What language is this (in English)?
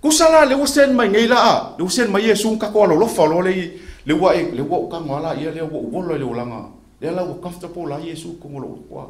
Samoan